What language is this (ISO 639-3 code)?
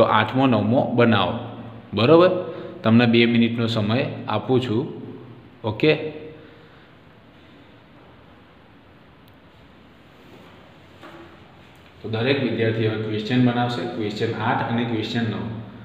guj